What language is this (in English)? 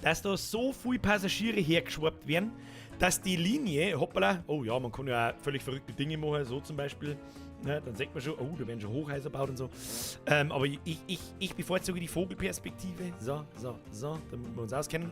Bavarian